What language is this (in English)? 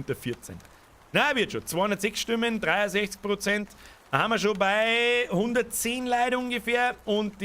Bavarian